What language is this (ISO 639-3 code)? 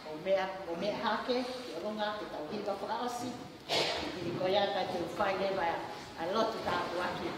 ton